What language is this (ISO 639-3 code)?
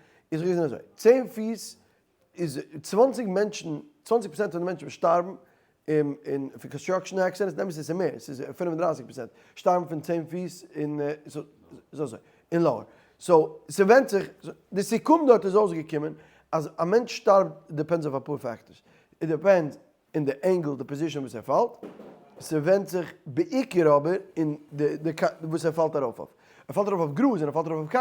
yid